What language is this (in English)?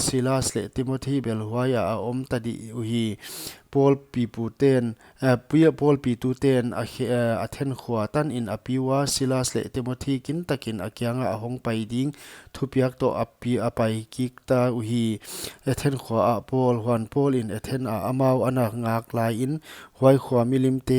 Paite Chin